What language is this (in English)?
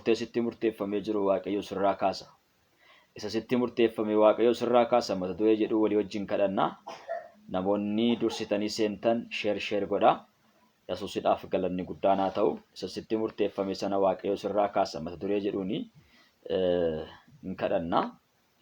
Oromo